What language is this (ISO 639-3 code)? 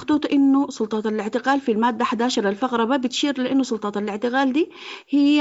apd